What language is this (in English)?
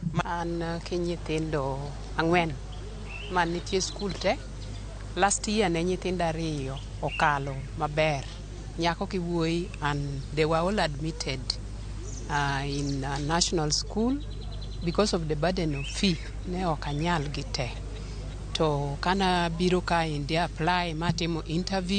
Luo (Kenya and Tanzania)